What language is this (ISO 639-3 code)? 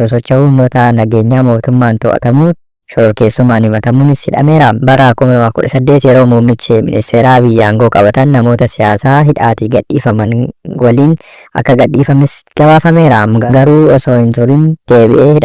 orm